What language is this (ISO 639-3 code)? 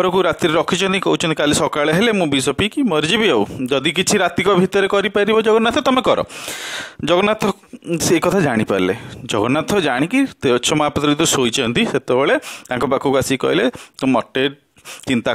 ori